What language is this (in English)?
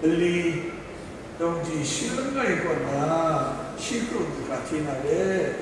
Kachin